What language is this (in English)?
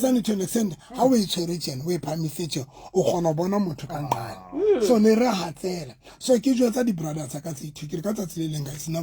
Southern Sotho